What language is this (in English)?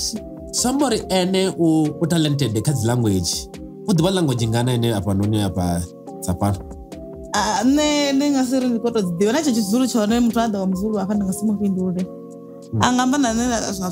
Venda